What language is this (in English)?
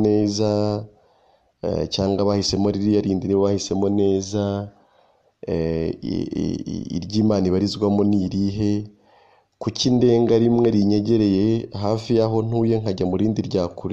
Kinyarwanda